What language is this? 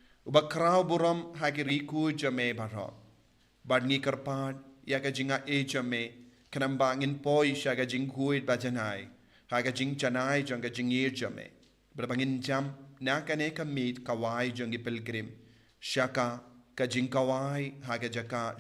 Khasi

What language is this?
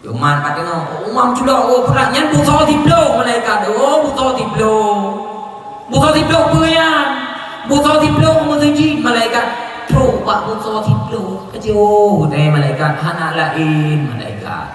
Achinese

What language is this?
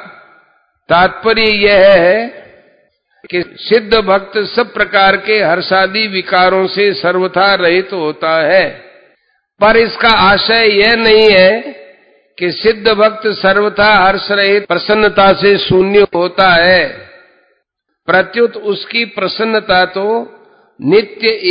Hindi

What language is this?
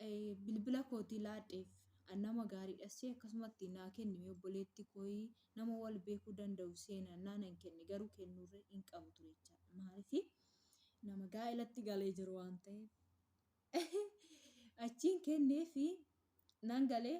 Oromo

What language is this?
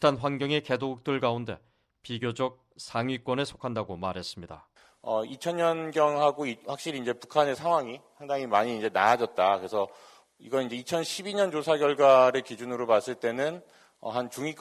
Korean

